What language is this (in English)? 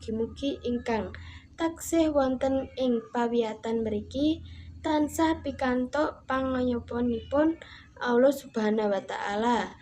Javanese